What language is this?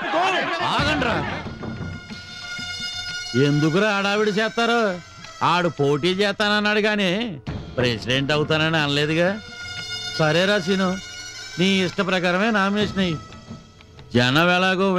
Telugu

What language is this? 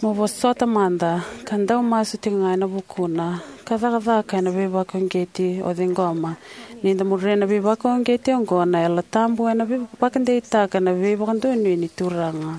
Fijian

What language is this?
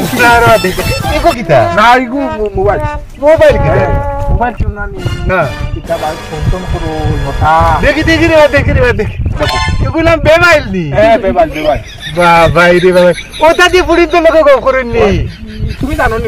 Sylheti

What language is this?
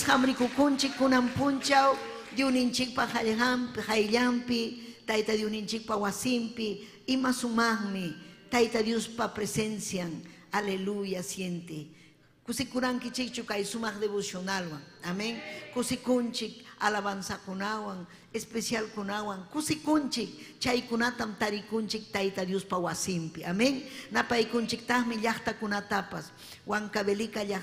Ayacucho Quechua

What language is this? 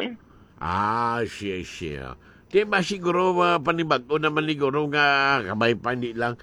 Hiligaynon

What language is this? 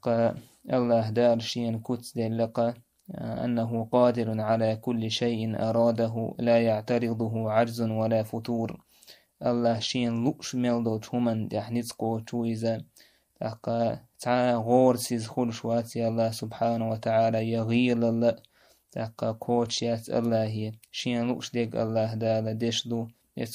Chechen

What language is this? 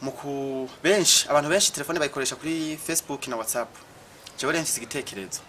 Rundi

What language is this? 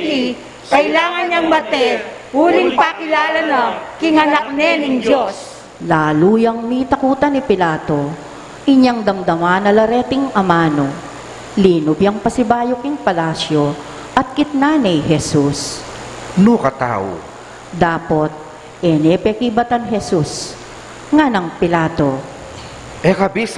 Pampanga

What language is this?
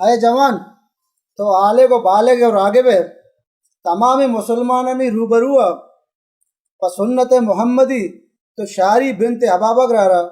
Baluchi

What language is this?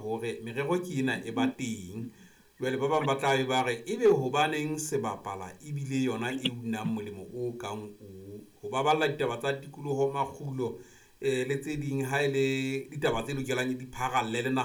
Southern Sotho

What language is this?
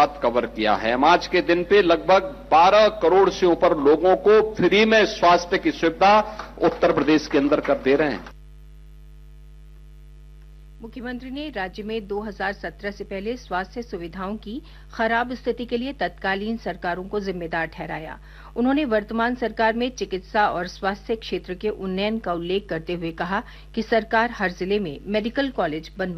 Hindi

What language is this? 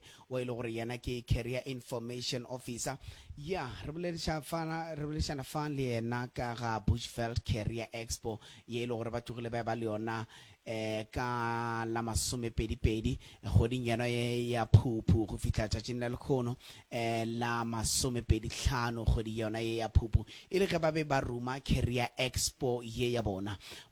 Northern Sotho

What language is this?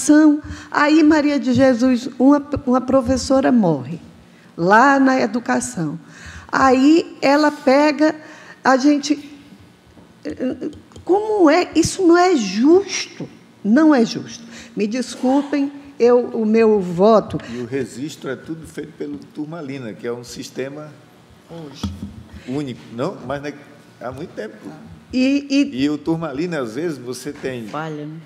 Portuguese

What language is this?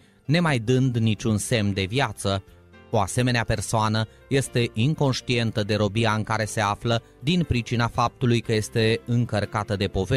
Romanian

